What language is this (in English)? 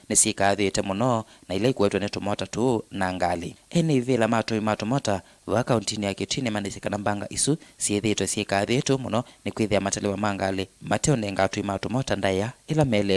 Kamba